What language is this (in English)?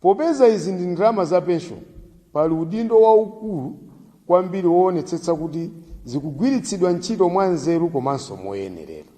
Nyanja